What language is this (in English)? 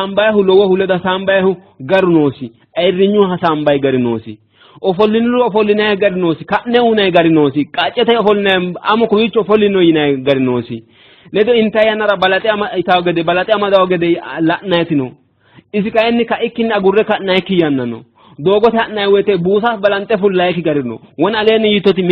Sidamo